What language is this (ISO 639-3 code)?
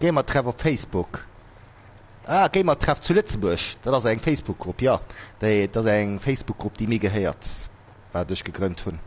ltz